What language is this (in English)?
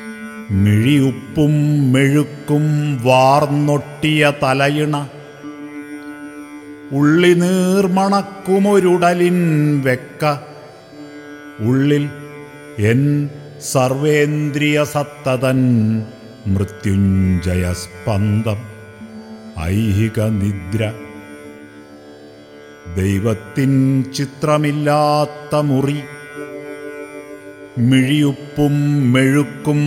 Malayalam